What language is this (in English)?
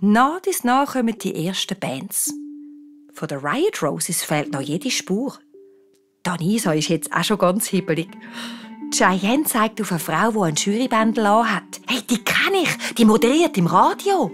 Swiss German